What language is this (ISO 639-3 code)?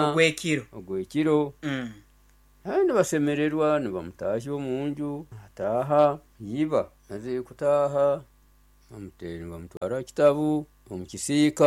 nyo